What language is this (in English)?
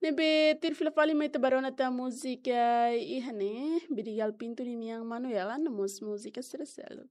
Tetum